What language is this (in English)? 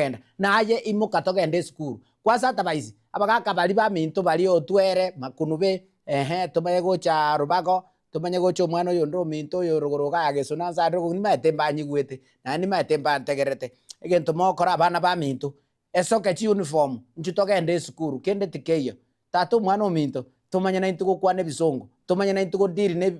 Gusii